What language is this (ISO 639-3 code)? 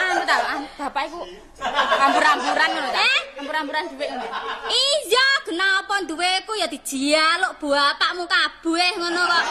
jav